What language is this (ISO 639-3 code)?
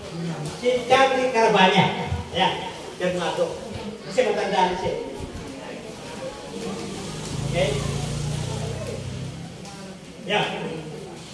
fil